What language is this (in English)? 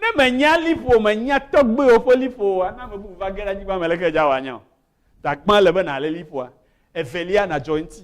Ewe